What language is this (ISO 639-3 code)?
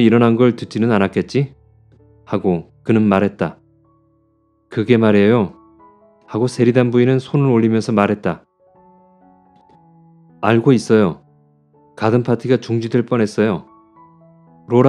kor